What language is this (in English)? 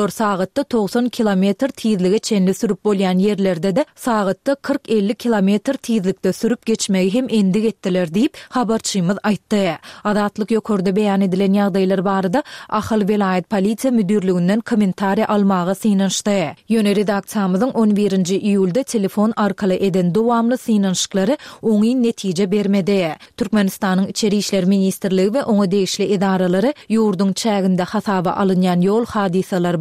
Turkmen